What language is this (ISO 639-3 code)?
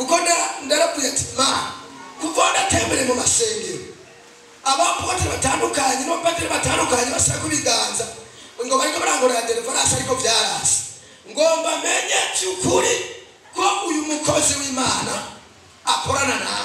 run